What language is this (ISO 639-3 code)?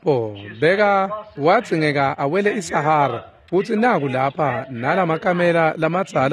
ssw